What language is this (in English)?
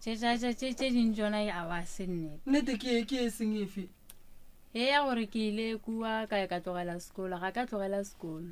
Northern Sotho